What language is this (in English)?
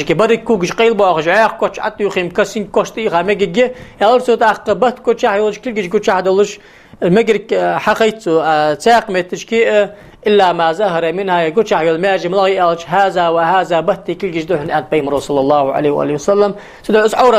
Ingush